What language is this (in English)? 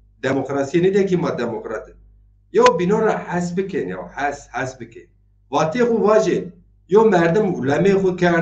Zaza